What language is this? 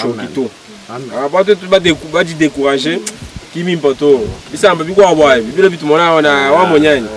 Luba-Lulua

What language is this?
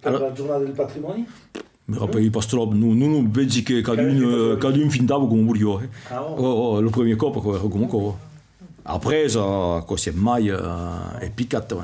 Occitan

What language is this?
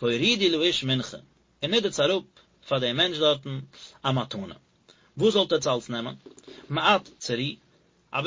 Yiddish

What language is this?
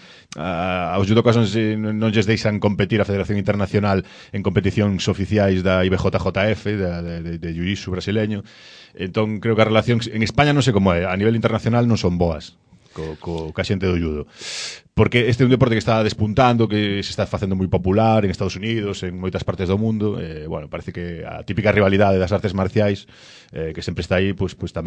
Galician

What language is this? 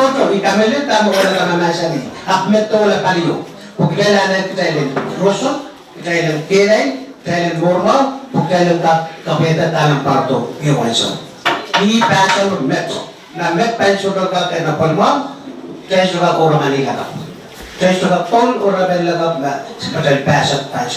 Pohnpeian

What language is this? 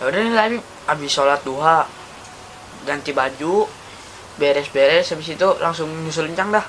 Betawi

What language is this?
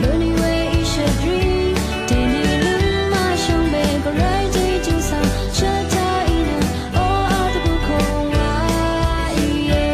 Rawang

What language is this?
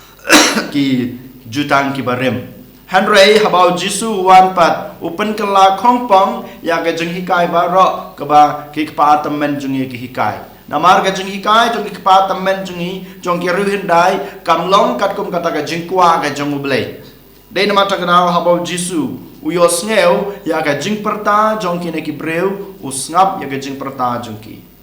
Khasi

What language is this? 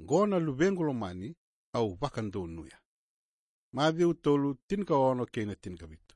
Fijian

